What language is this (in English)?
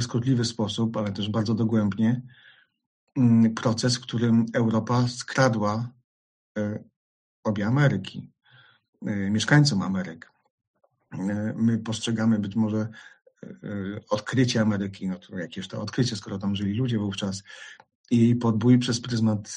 Polish